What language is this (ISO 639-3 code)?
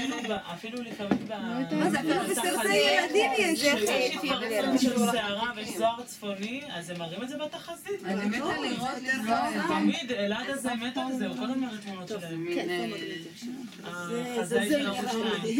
heb